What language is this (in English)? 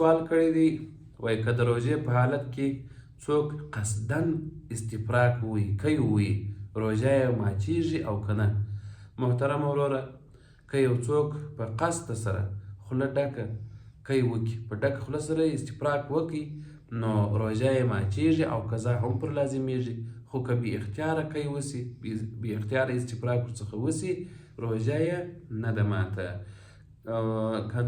Pashto